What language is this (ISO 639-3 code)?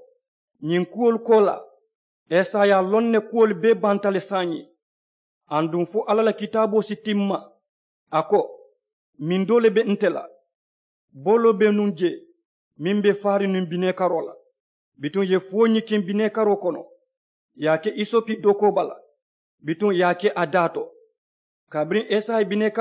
man